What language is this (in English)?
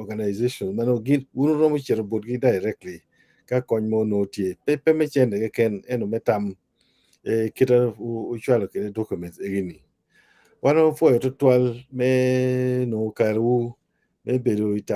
Acoli